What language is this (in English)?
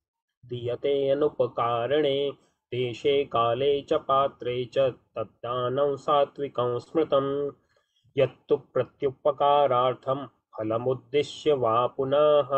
Sanskrit